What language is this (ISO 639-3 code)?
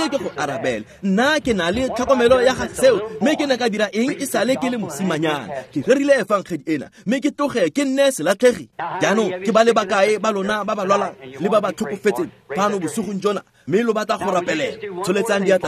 tsn